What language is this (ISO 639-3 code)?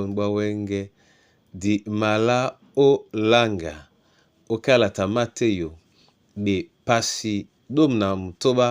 dua